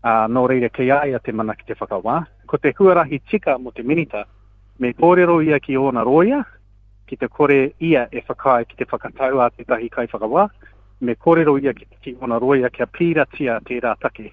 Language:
Māori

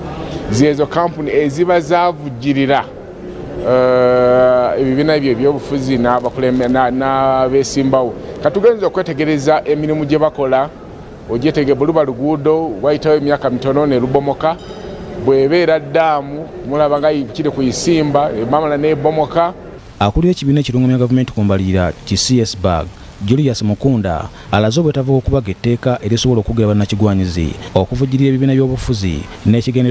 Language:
Ganda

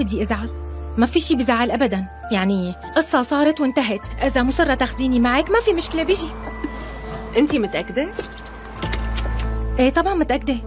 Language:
North Levantine Arabic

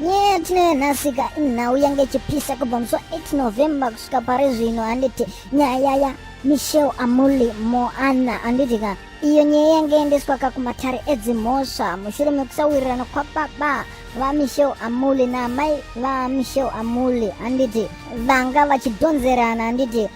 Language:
Shona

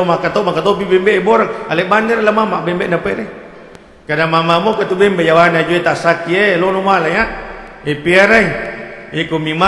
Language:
Buginese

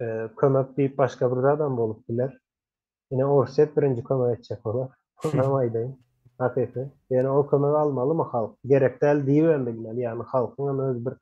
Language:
Turkmen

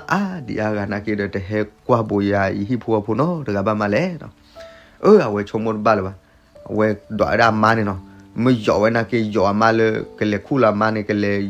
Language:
S'gaw Karen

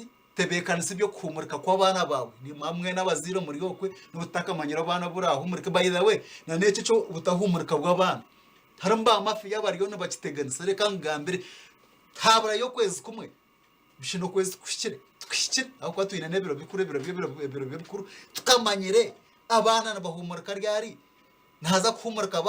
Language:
Nyankole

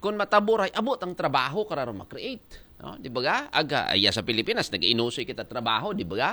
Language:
Aklanon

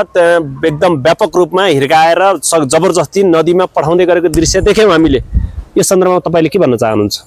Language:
Nepali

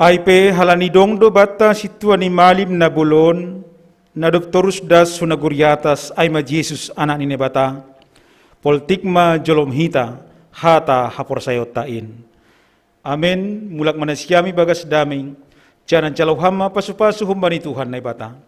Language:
Batak Simalungun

